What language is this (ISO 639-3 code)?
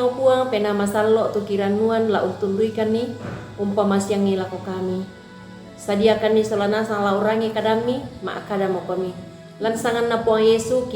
sda